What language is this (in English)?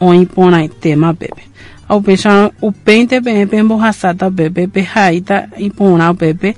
Guarani